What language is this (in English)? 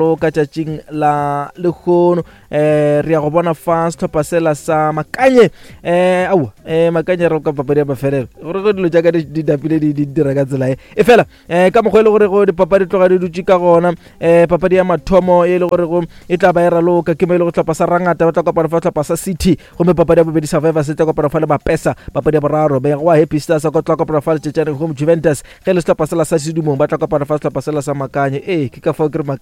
Northern Sotho